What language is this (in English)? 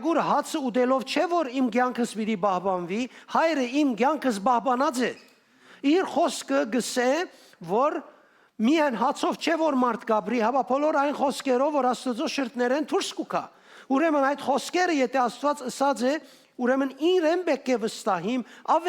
Western Armenian